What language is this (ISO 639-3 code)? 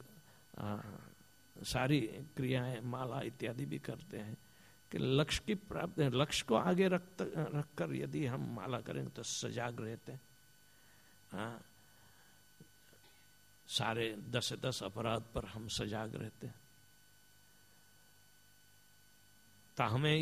hin